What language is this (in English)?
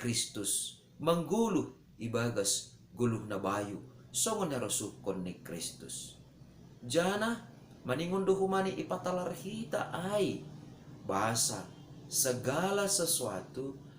Batak Simalungun